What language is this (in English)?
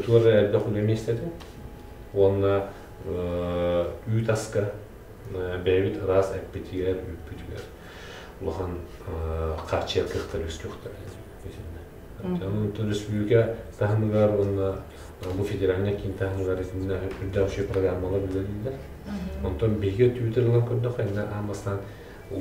Yakut